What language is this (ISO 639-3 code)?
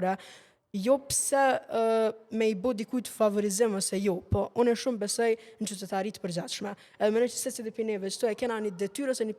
sqi